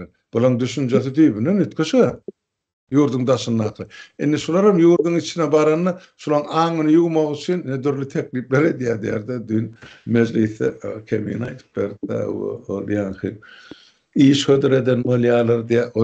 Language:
Turkmen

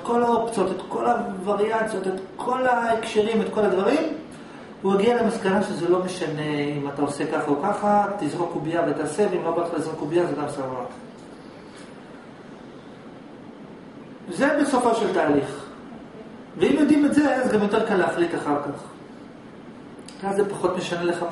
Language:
Hebrew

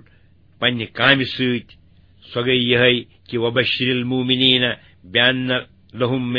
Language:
Kashmiri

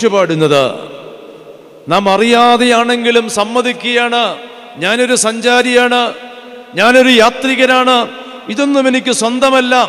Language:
Malayalam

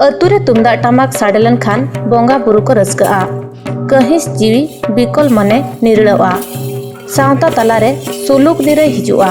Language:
Santali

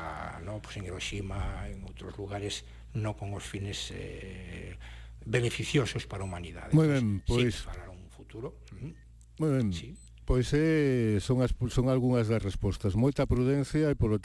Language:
Galician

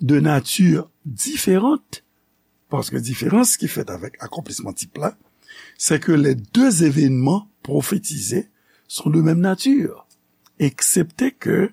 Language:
Haitian Creole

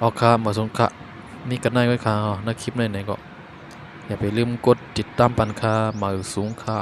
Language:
Shan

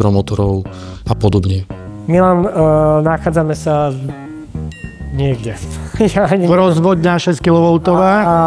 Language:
Slovak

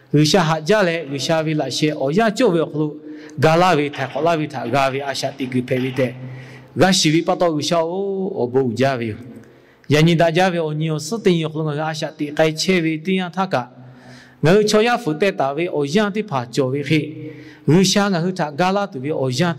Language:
Lahu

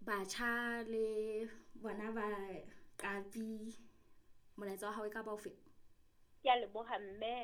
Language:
Southern Sotho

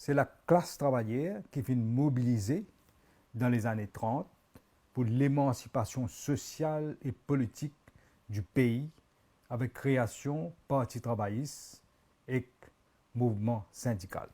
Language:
Morisyen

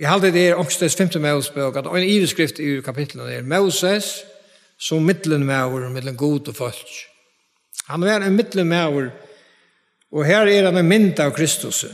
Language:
Faroese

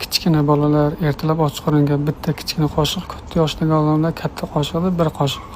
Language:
Uzbek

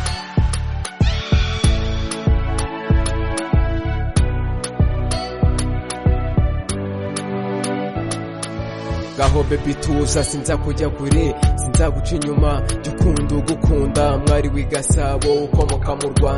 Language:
Kinyarwanda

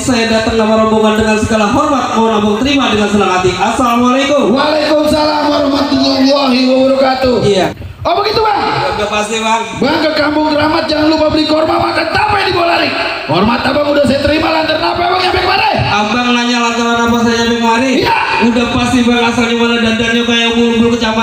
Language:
Betawi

